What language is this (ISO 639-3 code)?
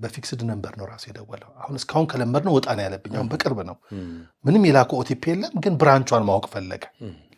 amh